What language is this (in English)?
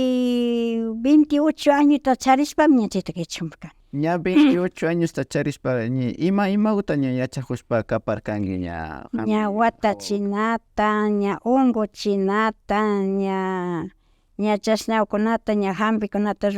Imbabura Highland Quichua